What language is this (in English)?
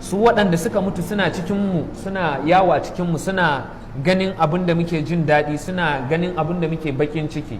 Hausa